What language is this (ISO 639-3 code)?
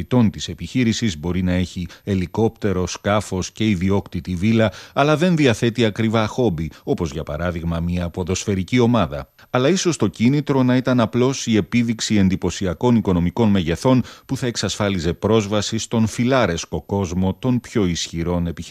ell